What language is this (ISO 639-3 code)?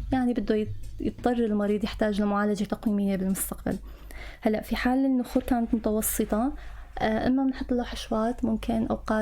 apc